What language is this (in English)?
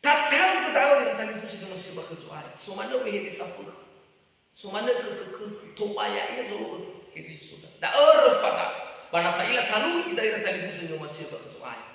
Nias